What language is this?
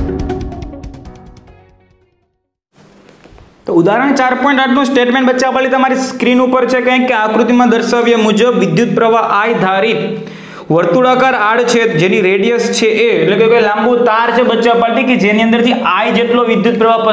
Gujarati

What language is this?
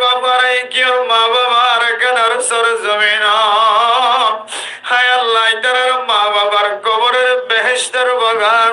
Rohingya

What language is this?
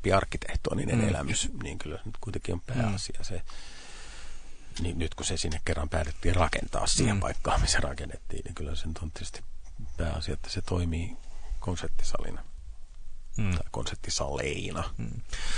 Finnish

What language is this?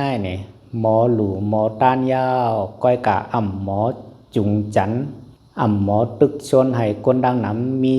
Shan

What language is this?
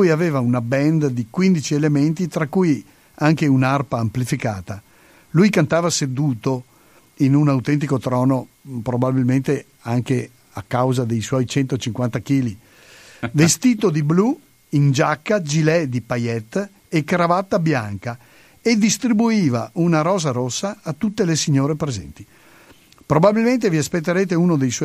Italian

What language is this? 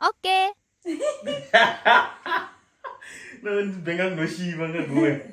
Tsonga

